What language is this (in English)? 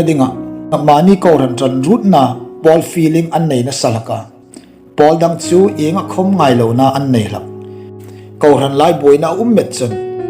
Hmar